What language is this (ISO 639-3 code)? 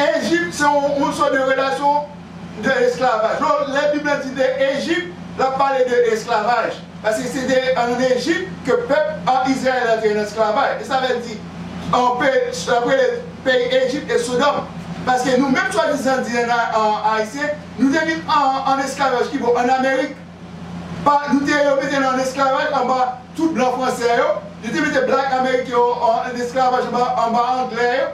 hat